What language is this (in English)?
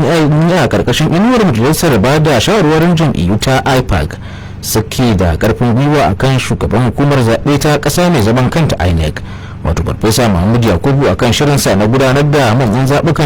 Hausa